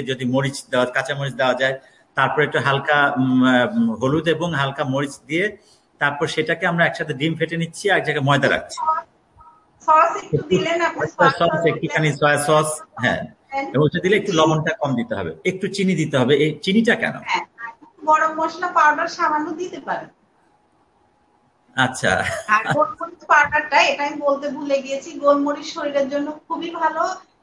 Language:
Bangla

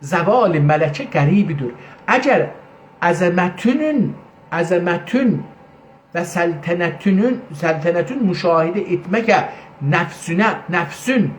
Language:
South Azerbaijani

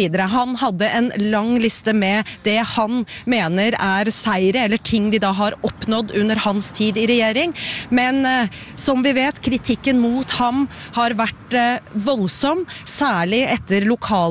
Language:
Norwegian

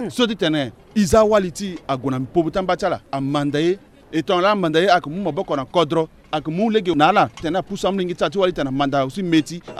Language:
Sango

